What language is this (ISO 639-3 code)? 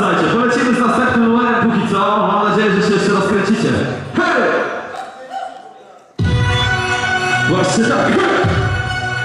pol